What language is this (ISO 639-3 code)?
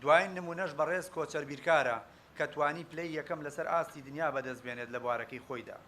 ckb